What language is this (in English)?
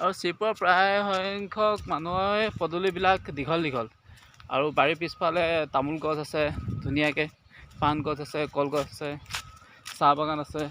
Assamese